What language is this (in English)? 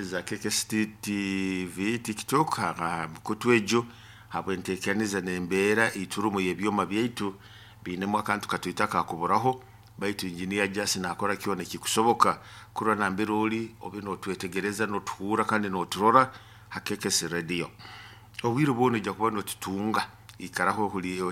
Nyoro